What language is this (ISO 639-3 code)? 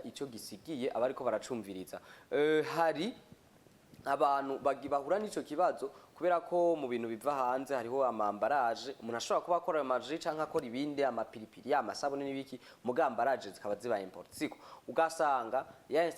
run